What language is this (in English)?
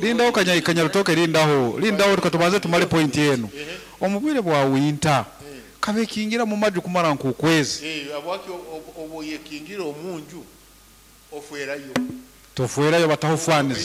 Nyoro